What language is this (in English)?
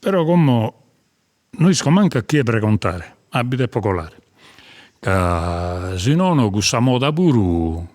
Sardinian